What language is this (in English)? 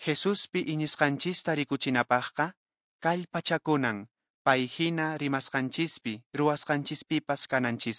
Quechua